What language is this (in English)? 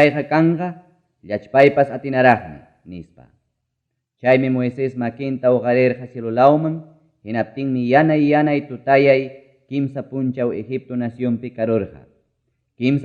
Ayacucho Quechua